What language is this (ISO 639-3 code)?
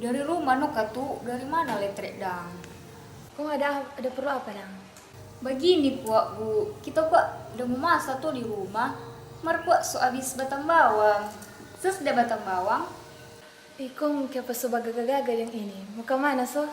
xmm